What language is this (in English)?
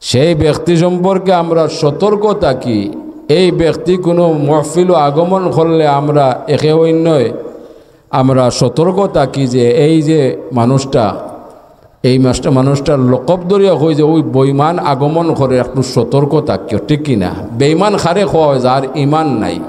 Sylheti